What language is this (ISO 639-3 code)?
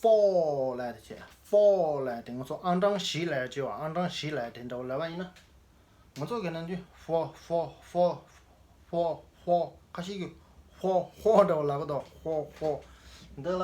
bod